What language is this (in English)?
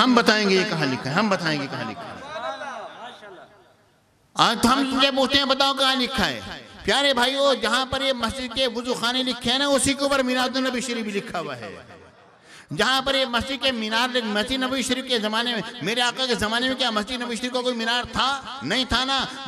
Urdu